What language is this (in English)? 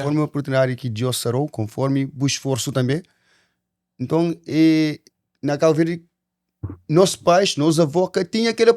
Kabuverdianu